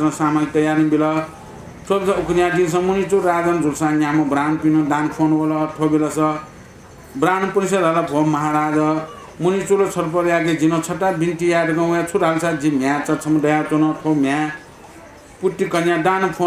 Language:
Newari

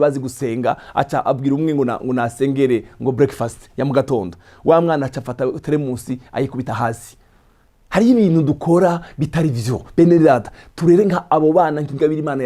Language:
Rundi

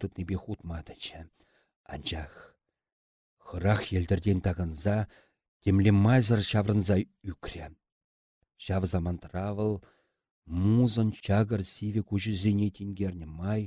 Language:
Chuvash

